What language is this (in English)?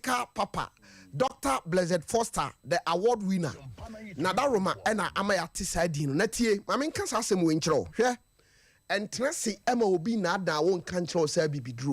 Akan